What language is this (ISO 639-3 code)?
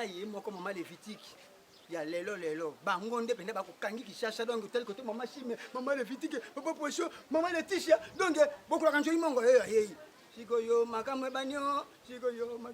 lin